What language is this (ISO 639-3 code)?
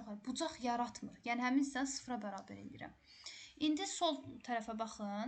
aze